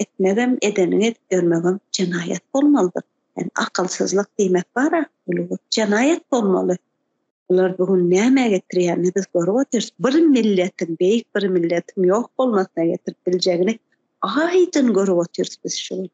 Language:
Turkmen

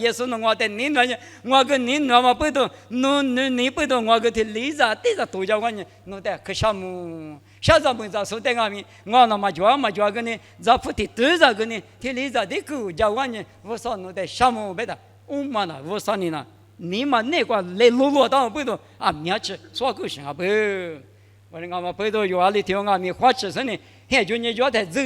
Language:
Lisu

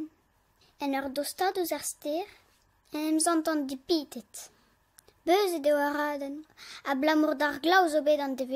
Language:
Breton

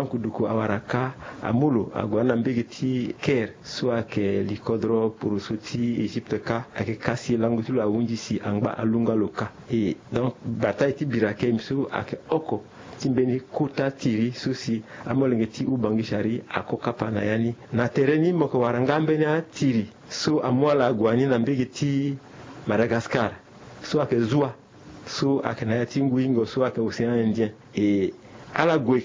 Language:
Sango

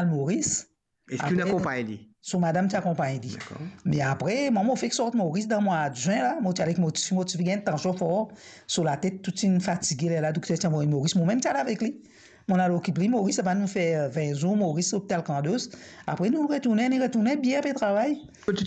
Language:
Morisyen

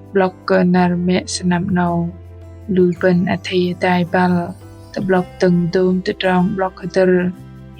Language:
Bahnar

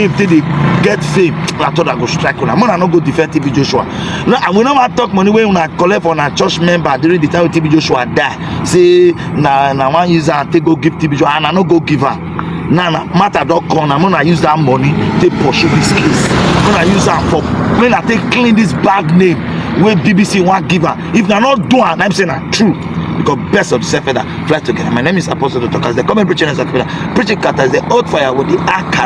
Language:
Nigerian Pidgin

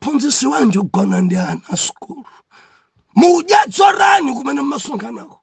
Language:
Nyanja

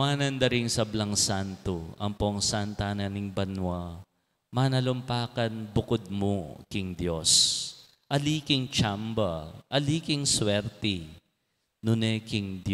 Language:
Pampanga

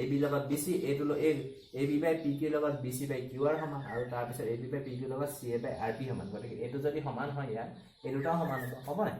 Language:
Assamese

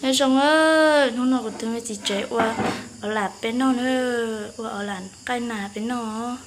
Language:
Hmong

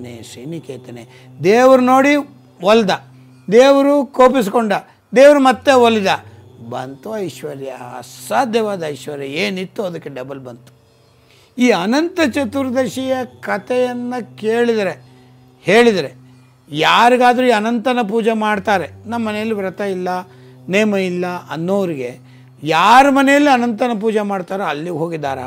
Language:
Kannada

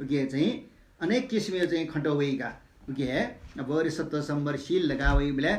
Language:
Newari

